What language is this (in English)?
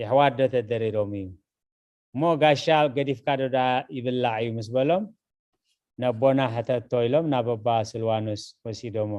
Tigrinya